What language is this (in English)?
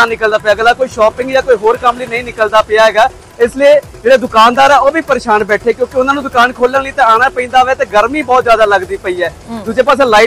Punjabi